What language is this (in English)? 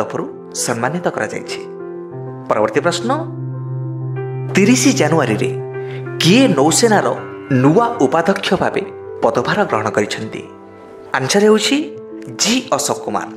Odia